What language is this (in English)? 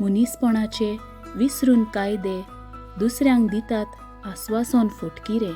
Konkani